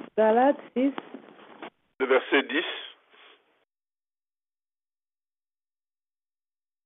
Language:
French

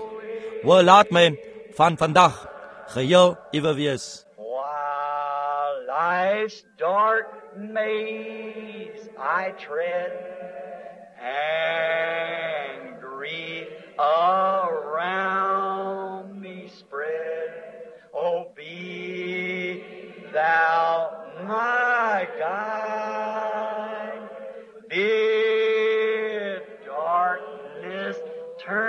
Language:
Afrikaans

